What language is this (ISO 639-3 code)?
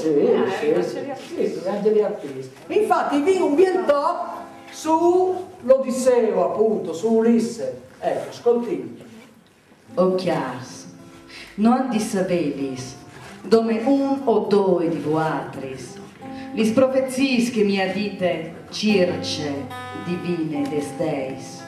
fur